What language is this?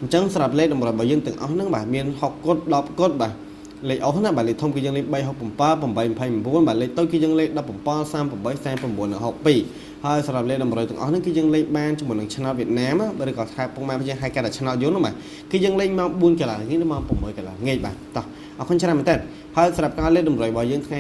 Khmer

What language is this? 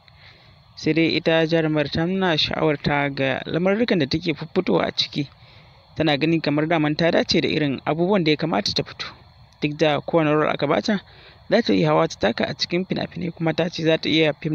Hausa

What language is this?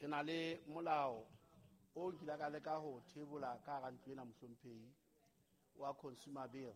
Southern Sotho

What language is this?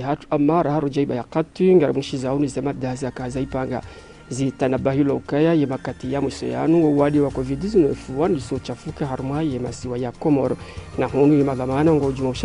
Ngazidja Comorian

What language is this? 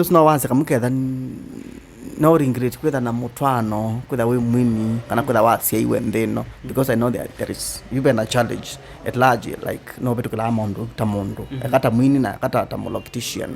Kamba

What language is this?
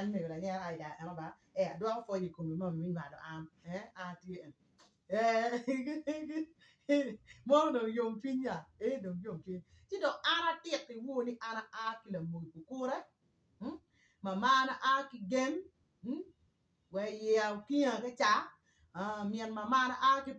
Acoli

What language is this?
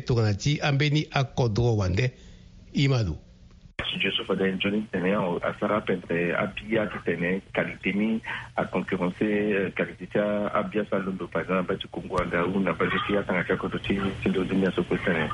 Sango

